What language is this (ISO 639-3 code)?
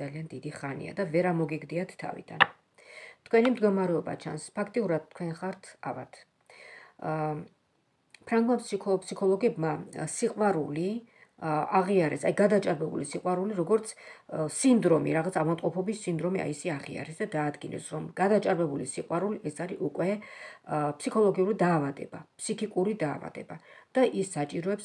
kat